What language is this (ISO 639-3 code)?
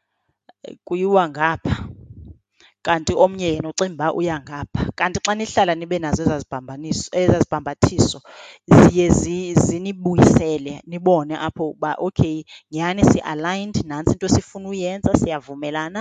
xho